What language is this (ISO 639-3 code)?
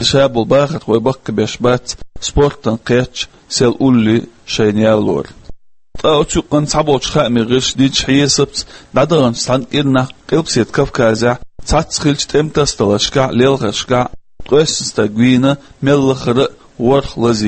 che